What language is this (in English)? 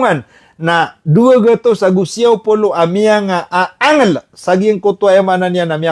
Maranao